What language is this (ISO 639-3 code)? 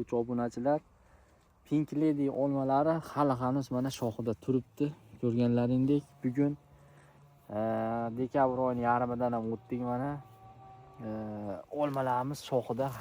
uzb